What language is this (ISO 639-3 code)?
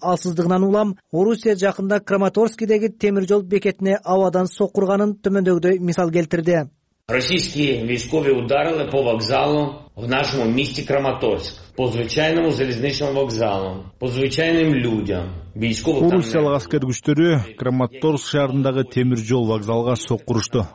kir